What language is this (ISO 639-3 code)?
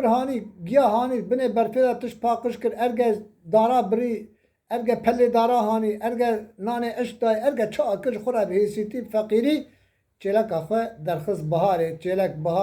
kur